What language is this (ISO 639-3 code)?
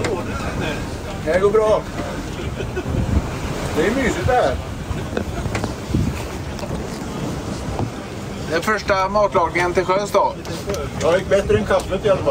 swe